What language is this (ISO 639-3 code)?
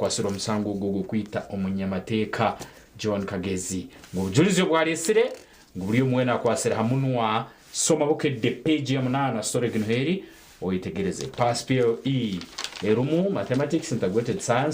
nyn